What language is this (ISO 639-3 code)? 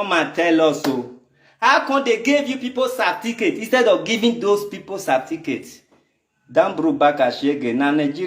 pcm